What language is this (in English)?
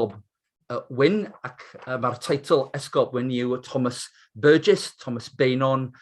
Welsh